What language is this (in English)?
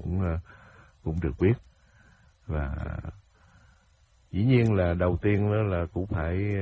Vietnamese